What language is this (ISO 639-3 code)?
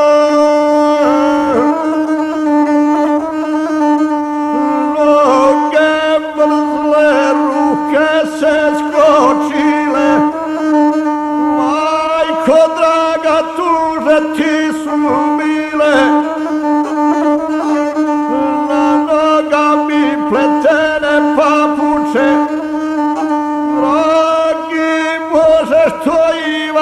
hrv